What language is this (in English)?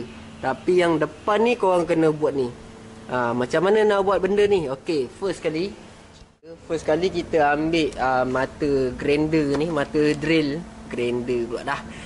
Malay